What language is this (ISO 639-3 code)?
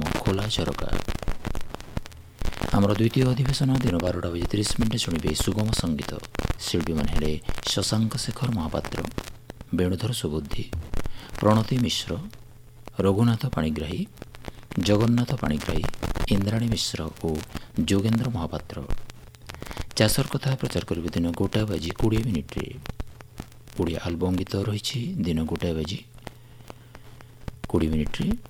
ori